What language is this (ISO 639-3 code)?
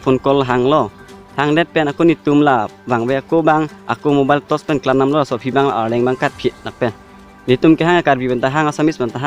mjw